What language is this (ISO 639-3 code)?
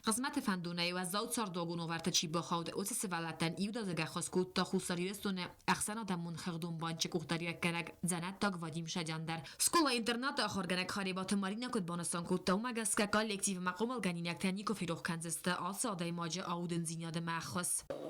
oss